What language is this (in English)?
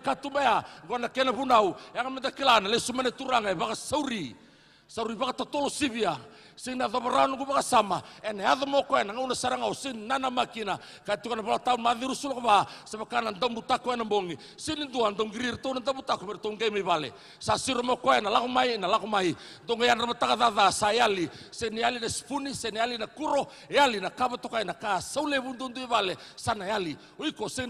Fijian